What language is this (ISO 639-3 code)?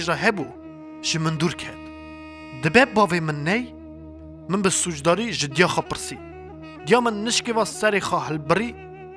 kur